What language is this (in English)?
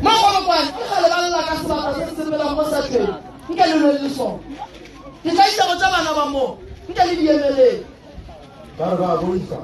Northern Sotho